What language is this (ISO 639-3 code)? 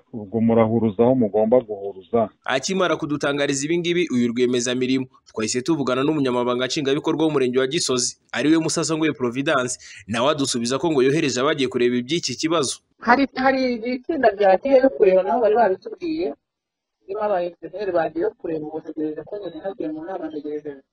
kin